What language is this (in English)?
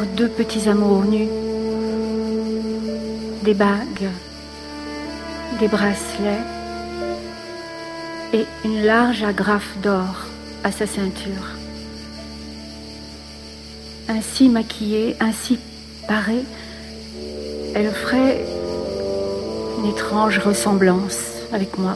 French